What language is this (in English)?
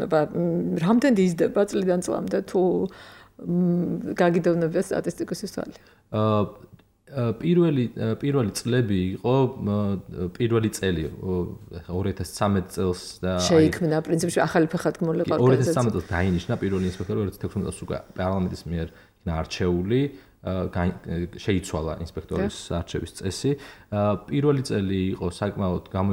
Georgian